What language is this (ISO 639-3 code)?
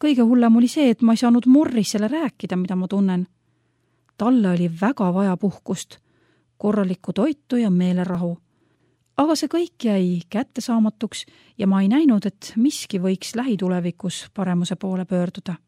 est